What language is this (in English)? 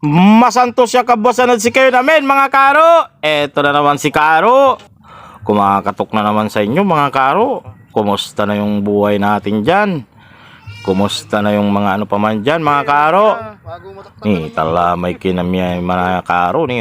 Pangasinan